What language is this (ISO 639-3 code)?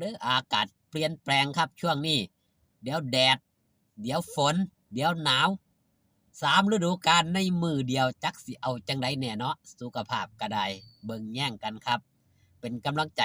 tts